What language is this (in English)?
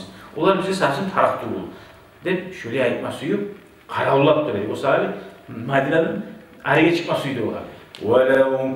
Kumyk